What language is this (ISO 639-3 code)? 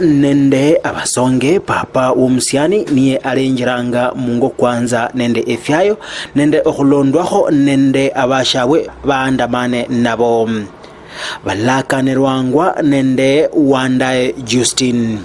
luy